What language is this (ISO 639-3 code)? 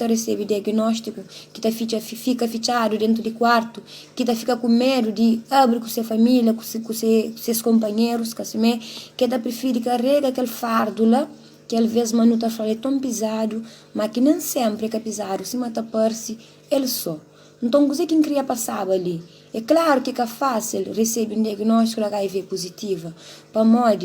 kea